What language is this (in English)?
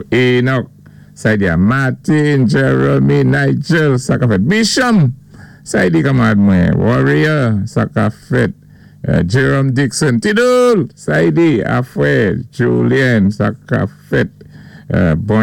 Saint Lucian Creole French